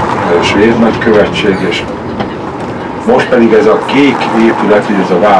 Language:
Hungarian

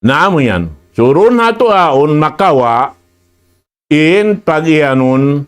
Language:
Tausug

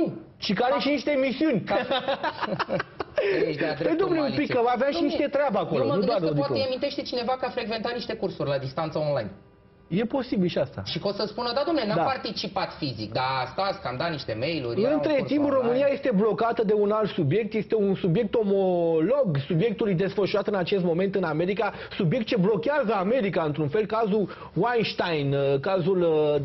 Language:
Romanian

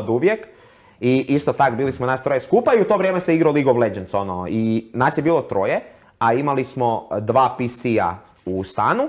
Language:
Croatian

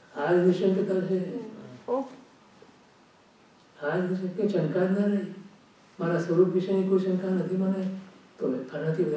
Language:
Gujarati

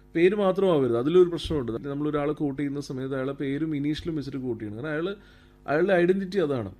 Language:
Malayalam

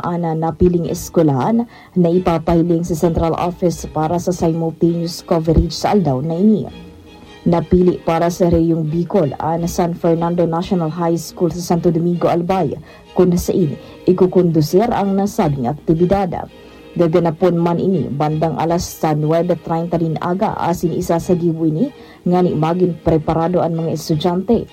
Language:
Bikol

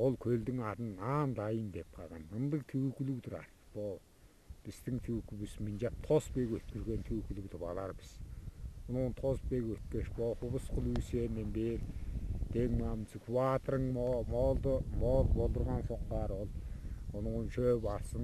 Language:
Tuvinian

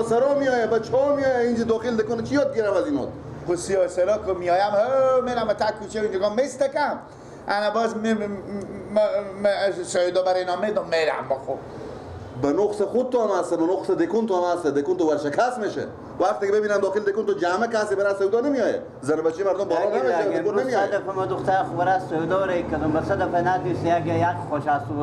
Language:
Persian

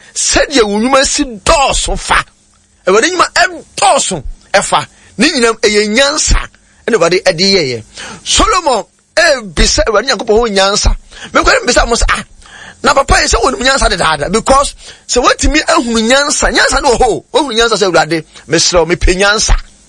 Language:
Akan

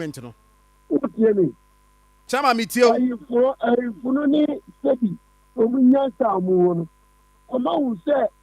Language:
Akan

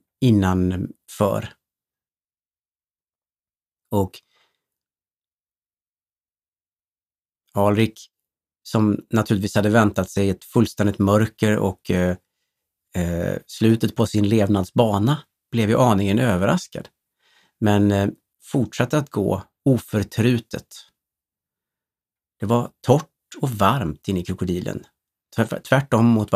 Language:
Swedish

